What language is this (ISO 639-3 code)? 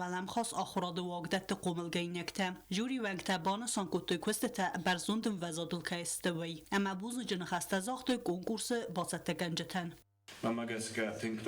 oss